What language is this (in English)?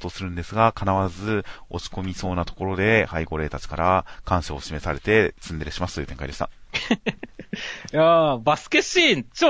Japanese